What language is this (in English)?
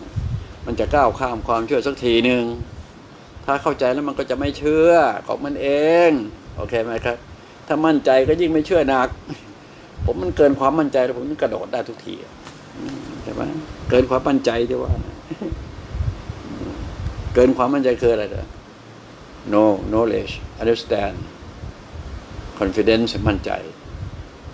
Thai